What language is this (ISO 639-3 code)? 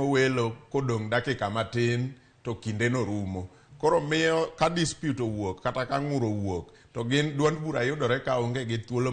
luo